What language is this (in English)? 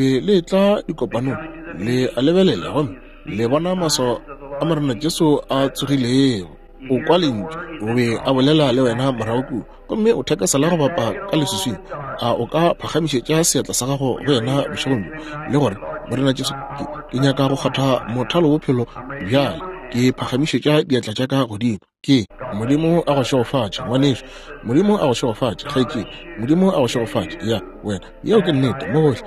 Northern Sotho